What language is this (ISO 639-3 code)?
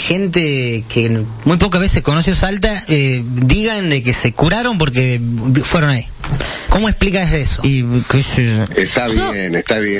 spa